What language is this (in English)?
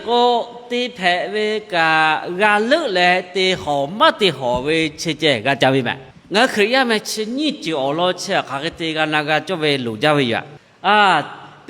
Lahu